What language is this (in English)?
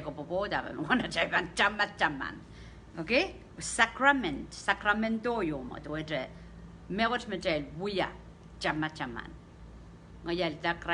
Pohnpeian